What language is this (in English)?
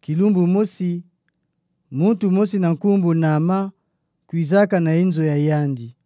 Kituba (Democratic Republic of Congo)